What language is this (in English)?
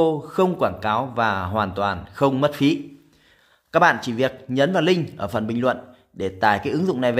Vietnamese